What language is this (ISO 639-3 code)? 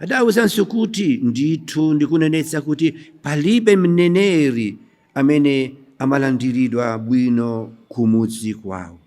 nya